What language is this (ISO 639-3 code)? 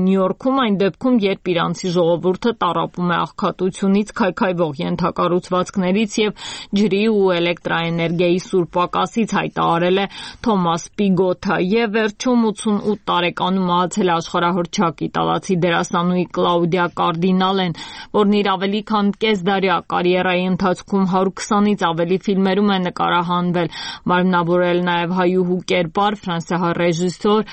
hye